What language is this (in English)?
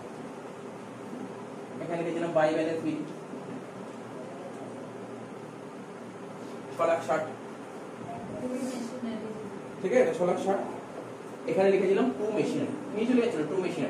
Bangla